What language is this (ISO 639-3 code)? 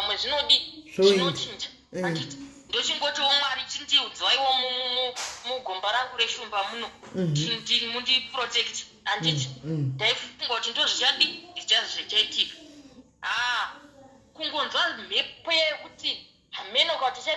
sna